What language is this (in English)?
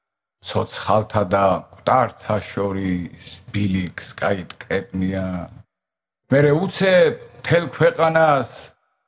Georgian